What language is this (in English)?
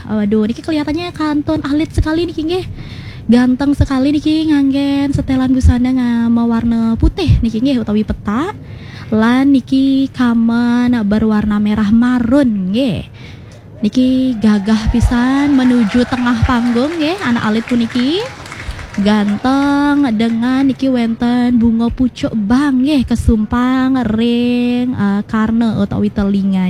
Balinese